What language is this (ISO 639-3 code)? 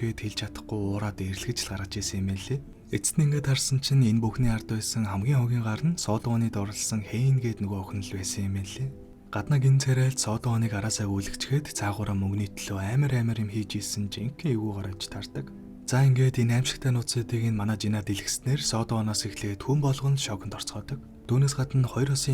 mon